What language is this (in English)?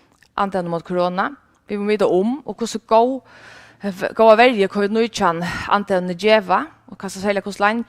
Faroese